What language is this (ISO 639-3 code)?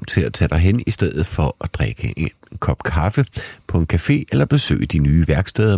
dan